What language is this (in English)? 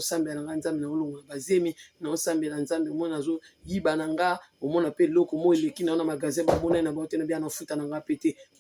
Lingala